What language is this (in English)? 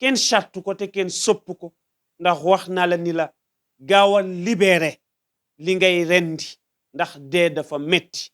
Wolof